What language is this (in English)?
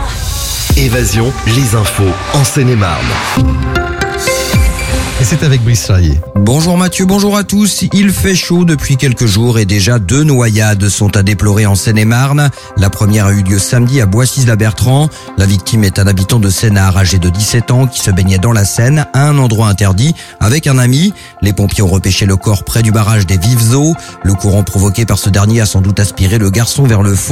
French